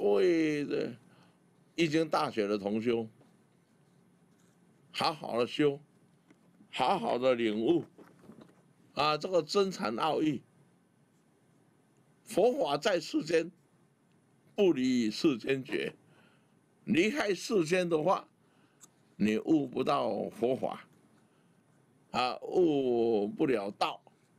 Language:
Chinese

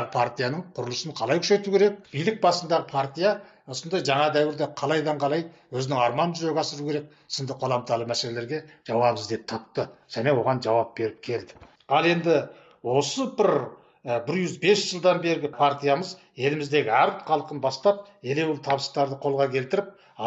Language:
Kazakh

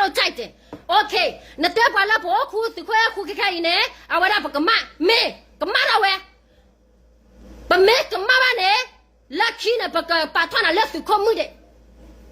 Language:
S'gaw Karen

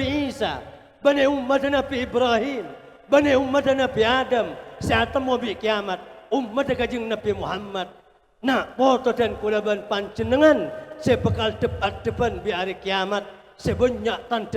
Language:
Madurese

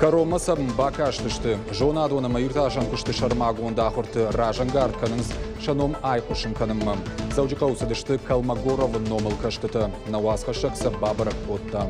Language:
Ossetic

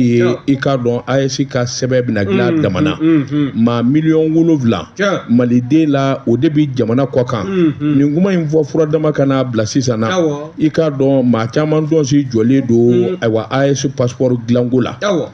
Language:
Bambara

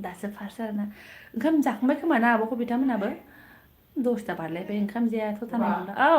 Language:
Bodo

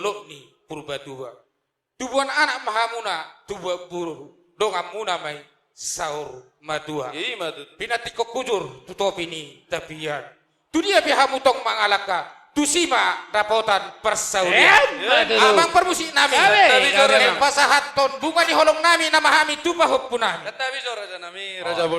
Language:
Batak Toba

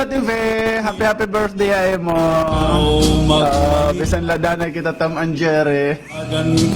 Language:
Waray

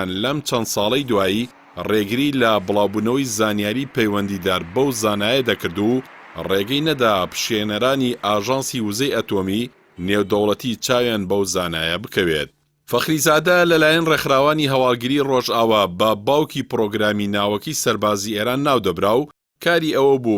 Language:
Central Kurdish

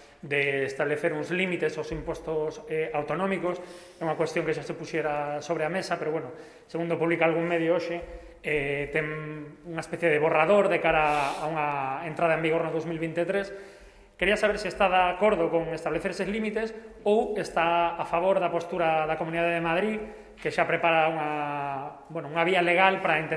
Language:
Galician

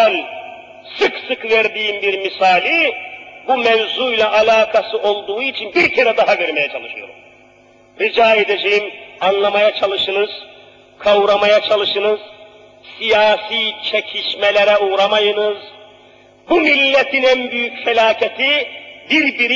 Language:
Turkish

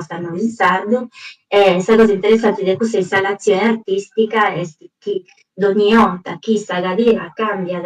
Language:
Sardinian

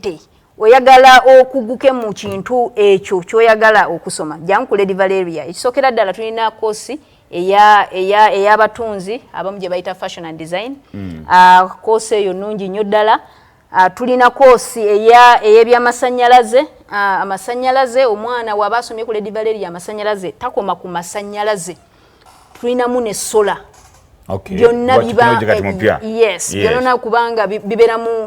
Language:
Ganda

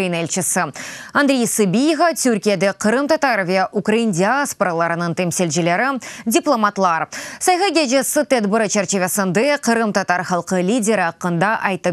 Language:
Crimean Tatar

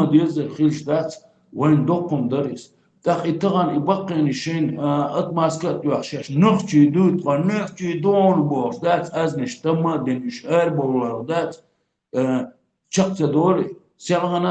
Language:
Chechen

